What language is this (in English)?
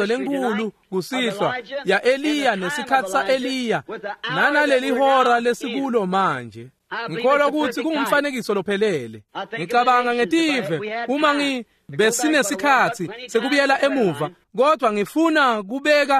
Swati